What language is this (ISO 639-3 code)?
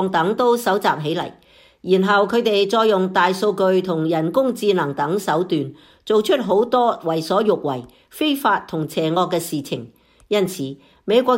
yue